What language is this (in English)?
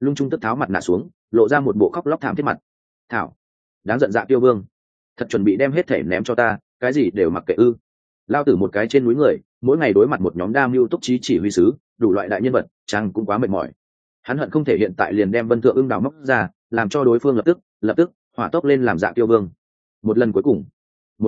Vietnamese